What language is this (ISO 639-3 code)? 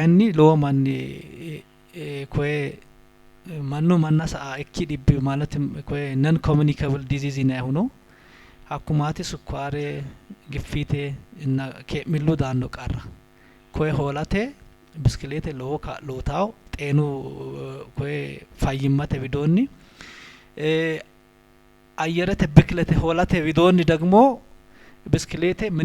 sid